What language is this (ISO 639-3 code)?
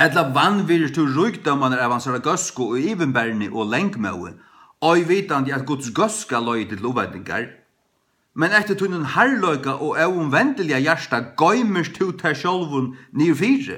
fao